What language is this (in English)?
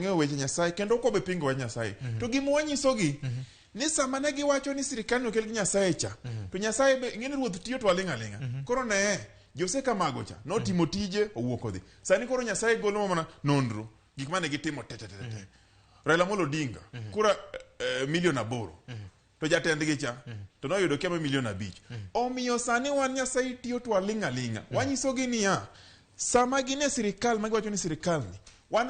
Luo (Kenya and Tanzania)